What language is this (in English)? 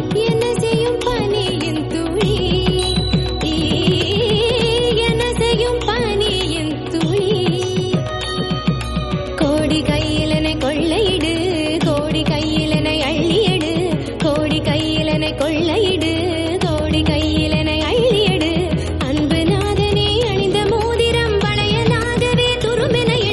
Tamil